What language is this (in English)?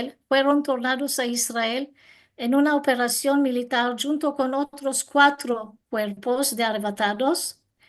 Ladino